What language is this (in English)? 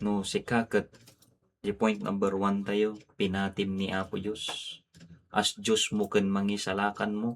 Iloko